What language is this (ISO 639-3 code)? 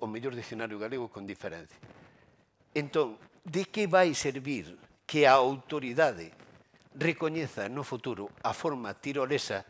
glg